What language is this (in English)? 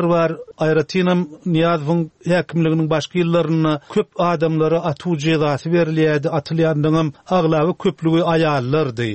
Turkmen